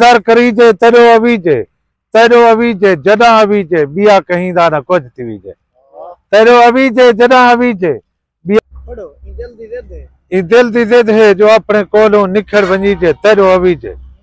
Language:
Saraiki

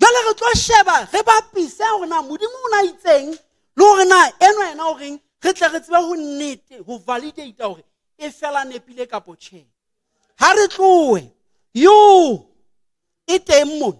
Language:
Southern Sotho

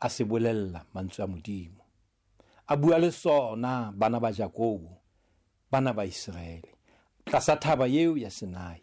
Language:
Southern Sotho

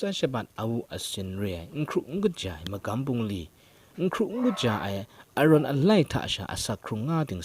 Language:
Kachin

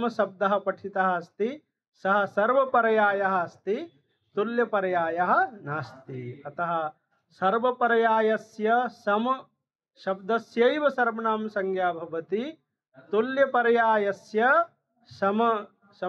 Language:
Sanskrit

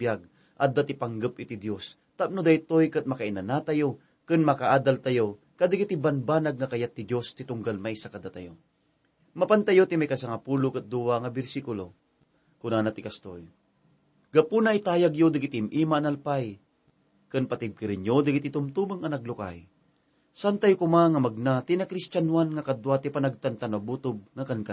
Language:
Iloko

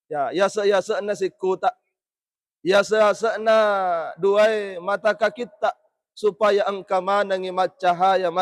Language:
Buginese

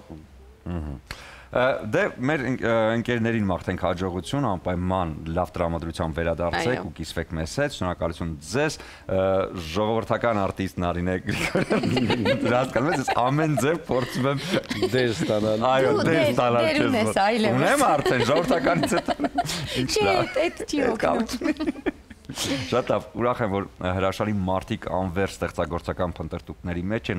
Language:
Armenian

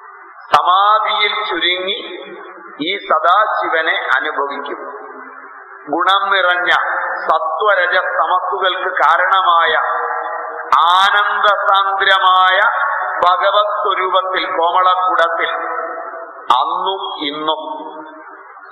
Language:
Malayalam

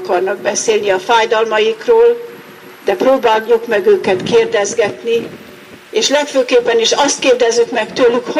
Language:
Hungarian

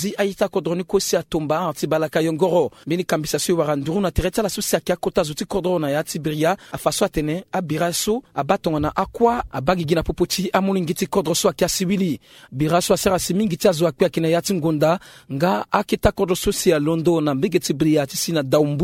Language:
Sango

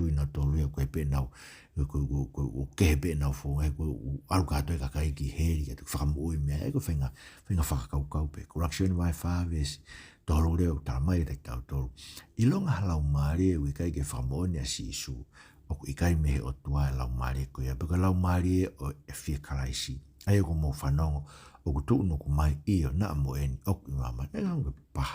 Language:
Tongan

